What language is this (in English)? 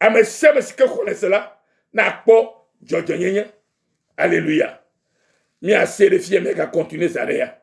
Ewe